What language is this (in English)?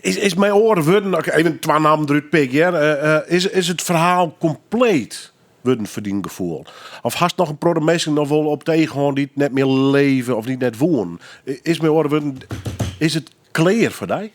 Western Frisian